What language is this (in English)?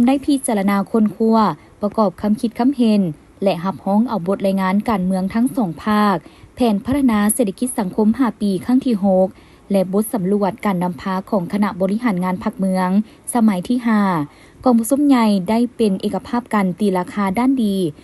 Lao